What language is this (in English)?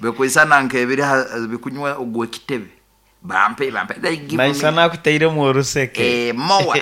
Nyoro